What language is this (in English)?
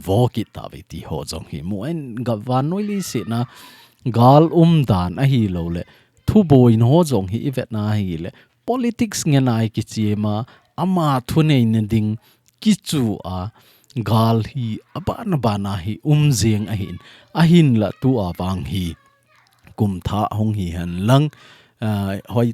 Thado Chin